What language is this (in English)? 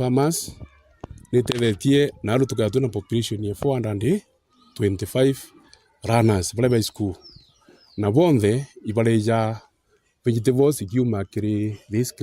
Meru